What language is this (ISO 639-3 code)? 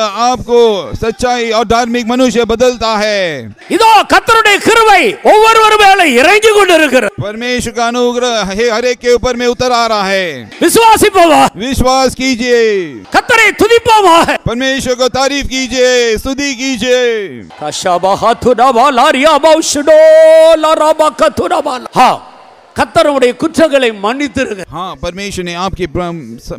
tam